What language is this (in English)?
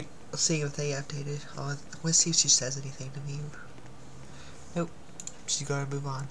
English